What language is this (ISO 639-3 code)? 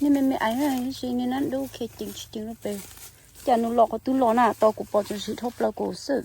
hmn